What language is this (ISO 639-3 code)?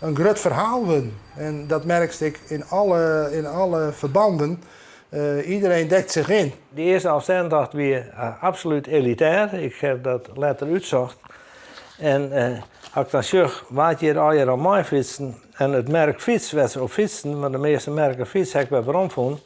fry